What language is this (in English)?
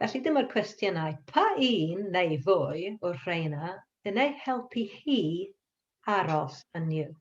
Welsh